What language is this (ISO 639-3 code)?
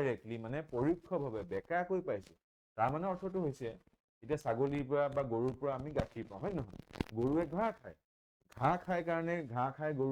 asm